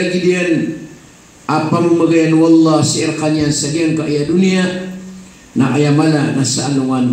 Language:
Maranao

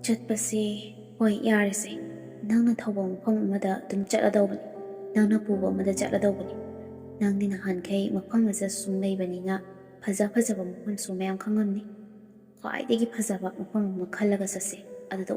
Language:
Manipuri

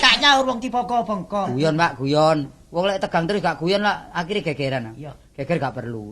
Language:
Javanese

